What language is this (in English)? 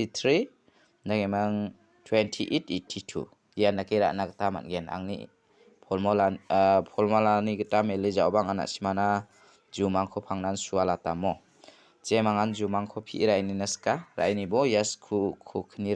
Garo